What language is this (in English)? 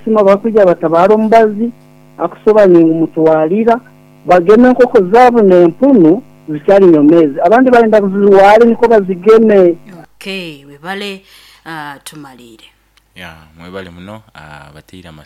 Nyoro